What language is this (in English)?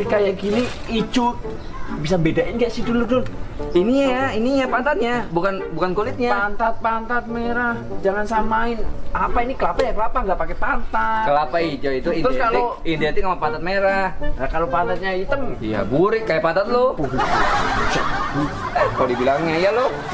Betawi